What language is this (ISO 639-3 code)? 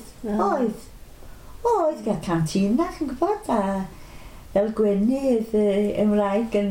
cym